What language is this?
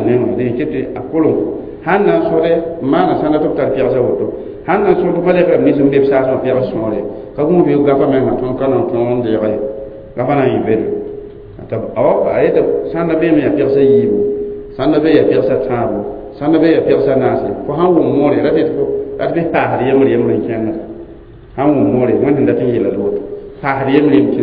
Mossi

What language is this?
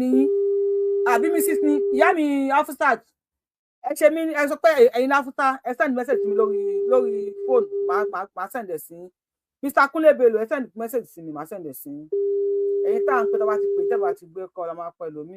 Yoruba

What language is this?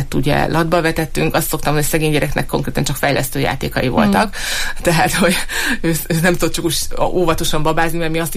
Hungarian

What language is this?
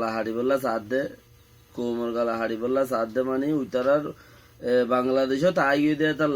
Rohingya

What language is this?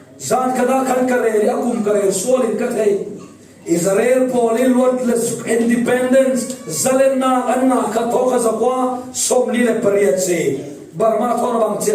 Falam Chin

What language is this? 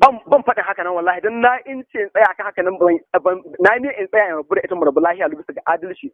Hausa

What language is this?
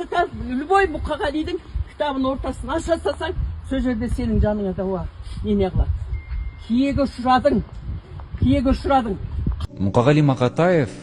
Kazakh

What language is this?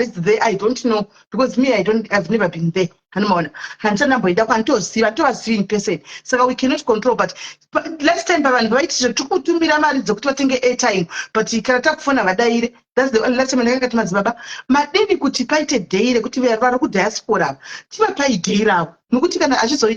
Shona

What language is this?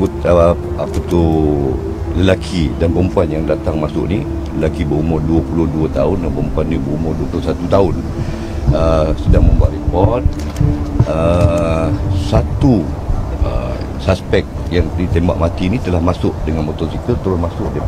Malay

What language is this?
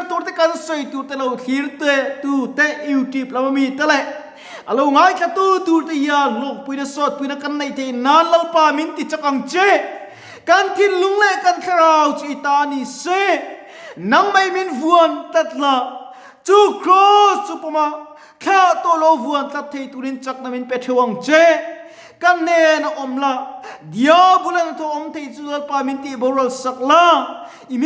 Mizo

